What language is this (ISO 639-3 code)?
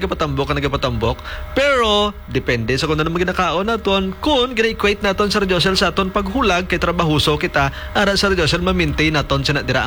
hil